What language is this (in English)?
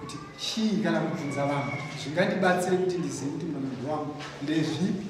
Shona